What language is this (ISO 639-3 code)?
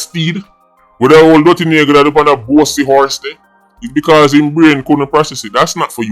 jam